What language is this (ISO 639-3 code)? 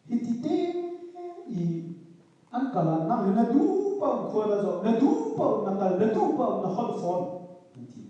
cnh